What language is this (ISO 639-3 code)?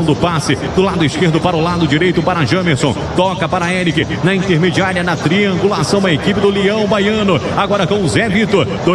por